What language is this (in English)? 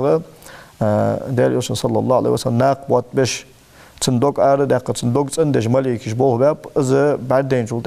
Ingush